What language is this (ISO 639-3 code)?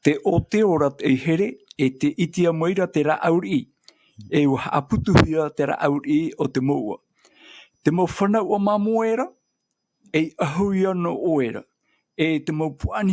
tah